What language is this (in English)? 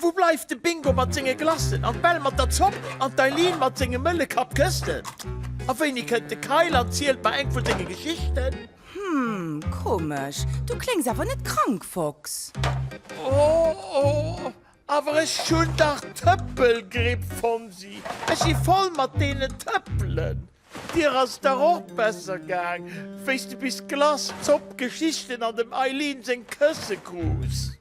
Luxembourgish